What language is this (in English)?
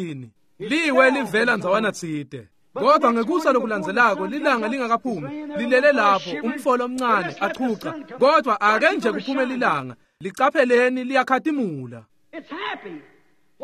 Swati